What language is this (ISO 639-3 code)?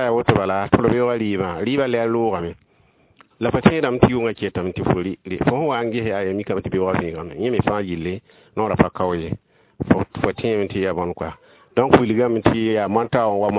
mos